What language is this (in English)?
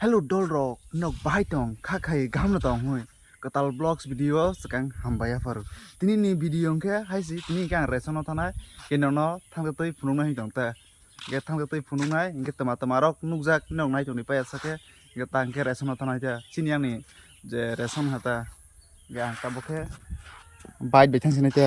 Kok Borok